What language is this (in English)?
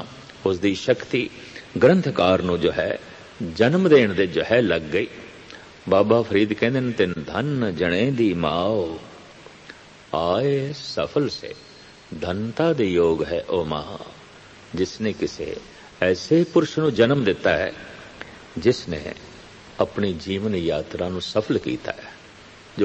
Punjabi